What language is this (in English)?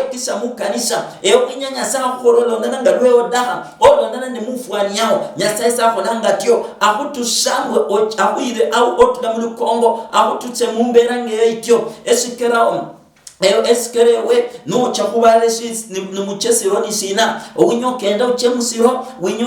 Luyia